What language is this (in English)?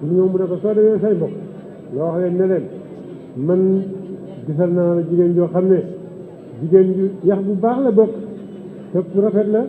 Wolof